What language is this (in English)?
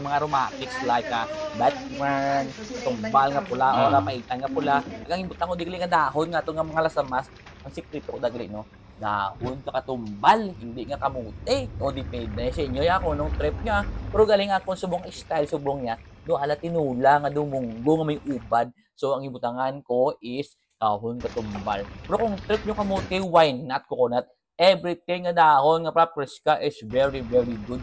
Hiligaynon